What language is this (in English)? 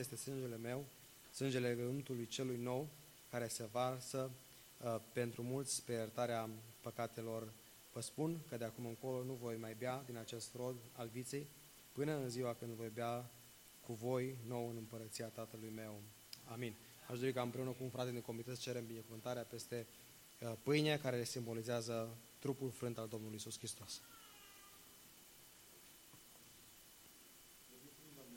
Romanian